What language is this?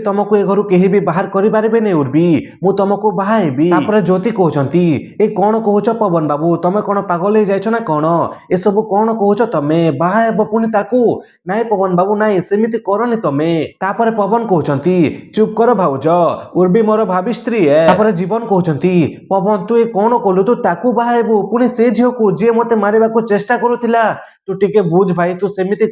Odia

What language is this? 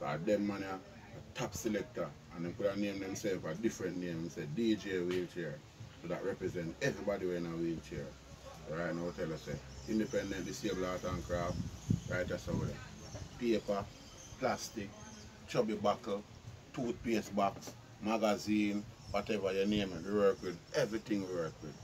Jamaican Creole English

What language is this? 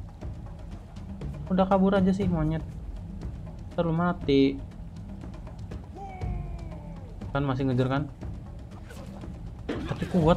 Indonesian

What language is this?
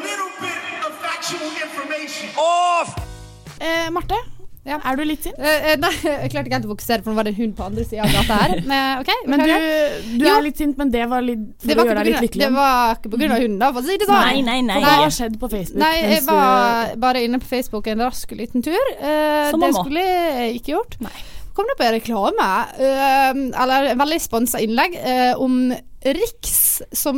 Norwegian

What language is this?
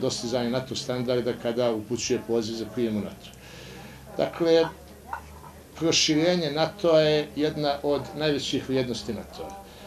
Bosnian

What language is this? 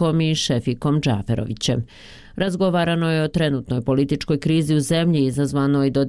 Bosnian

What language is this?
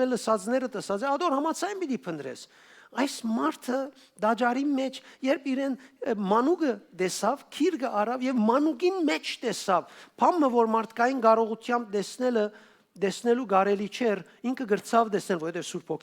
Western Armenian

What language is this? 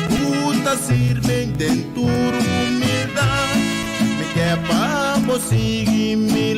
Papiamento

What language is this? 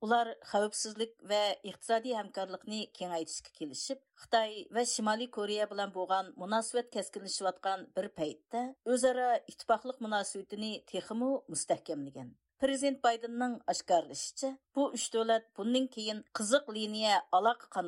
Uyghur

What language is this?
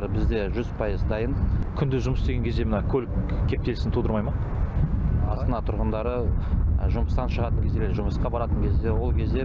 Kazakh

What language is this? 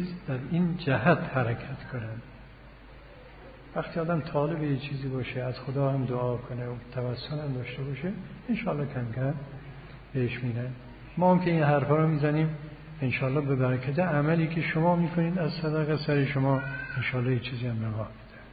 Persian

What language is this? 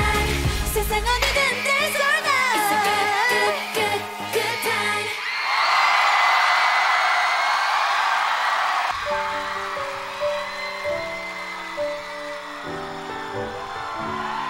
Korean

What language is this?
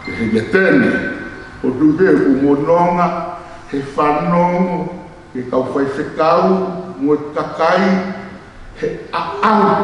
Tongan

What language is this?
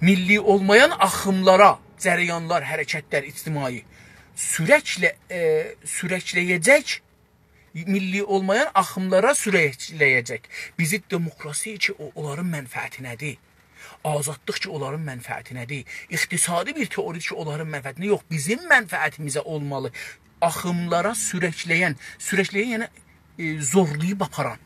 South Azerbaijani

